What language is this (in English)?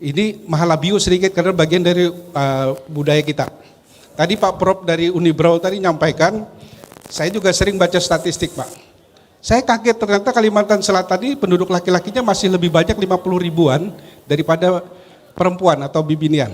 Banjar